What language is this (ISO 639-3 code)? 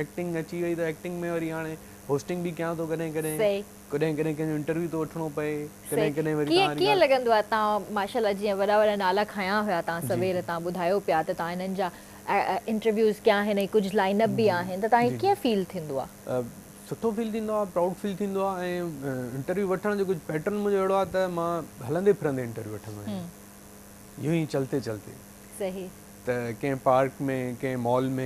snd